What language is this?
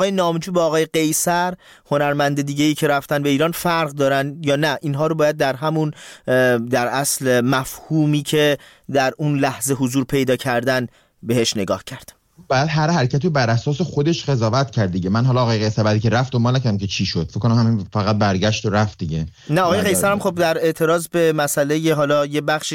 Persian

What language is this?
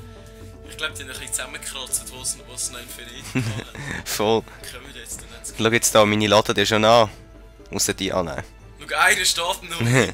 Swiss German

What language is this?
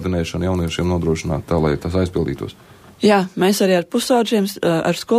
Latvian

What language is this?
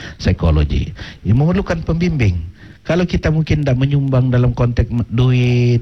Malay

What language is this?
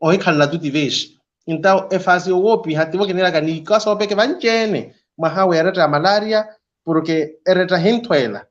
Makhuwa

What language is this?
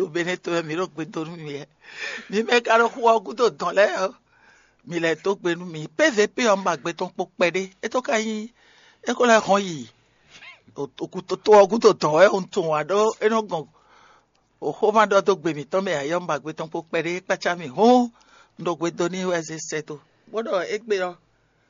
Fon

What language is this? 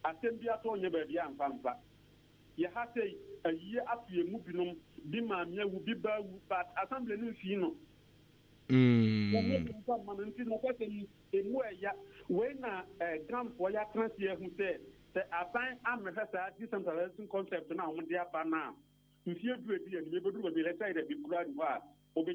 Akan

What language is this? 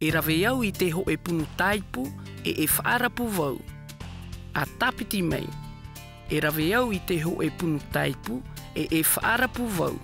Tahitian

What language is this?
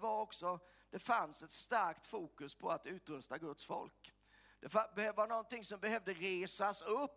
Swedish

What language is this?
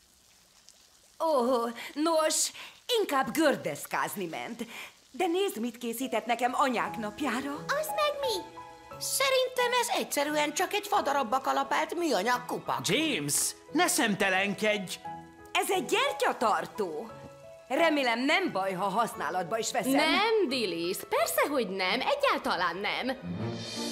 Hungarian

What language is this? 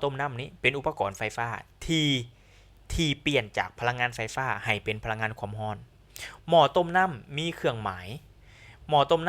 Lao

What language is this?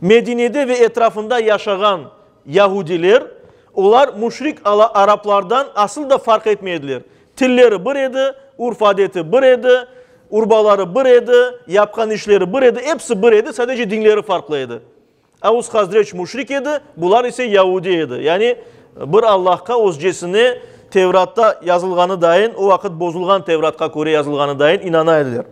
Crimean Tatar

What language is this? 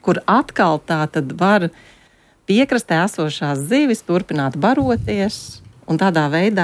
Latvian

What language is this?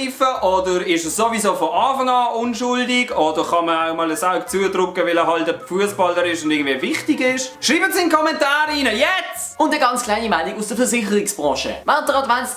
Swiss German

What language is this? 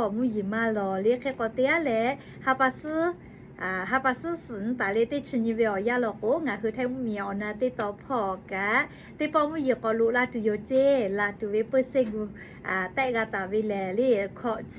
Lahu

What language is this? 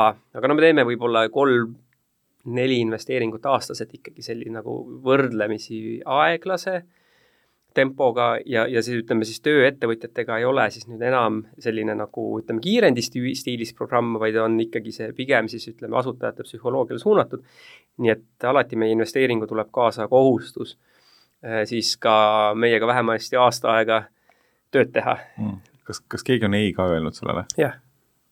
Estonian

